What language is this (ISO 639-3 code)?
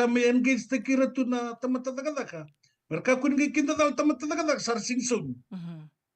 fij